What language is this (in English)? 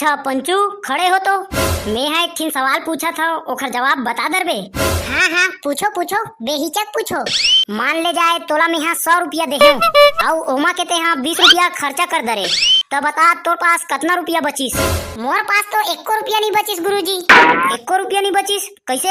Chhattisgarhi